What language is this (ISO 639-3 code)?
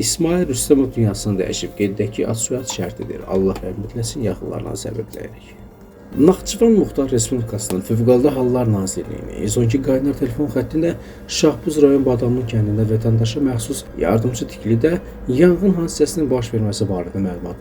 aze